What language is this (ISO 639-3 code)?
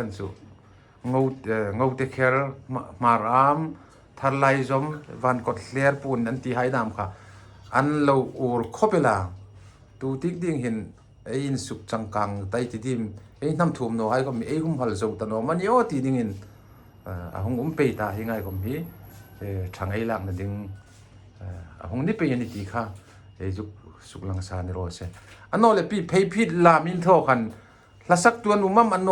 hmr